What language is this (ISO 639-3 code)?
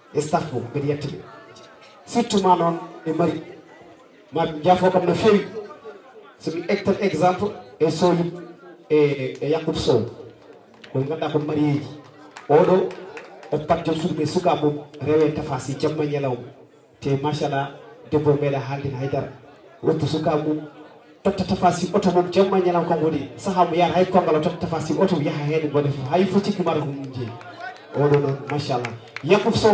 ful